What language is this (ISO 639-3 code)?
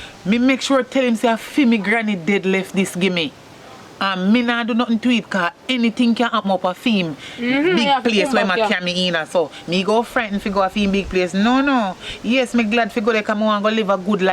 jam